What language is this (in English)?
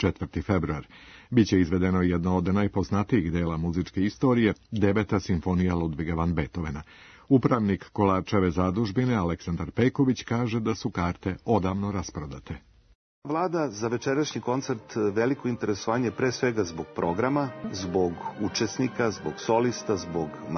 Serbian